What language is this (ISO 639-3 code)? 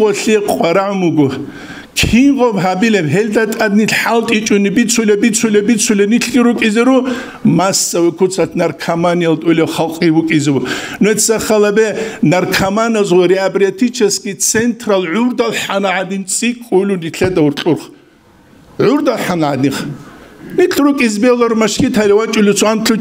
ava